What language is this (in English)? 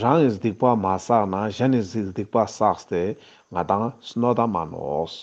Ladakhi